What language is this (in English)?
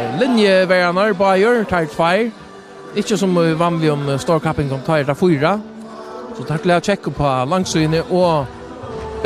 Faroese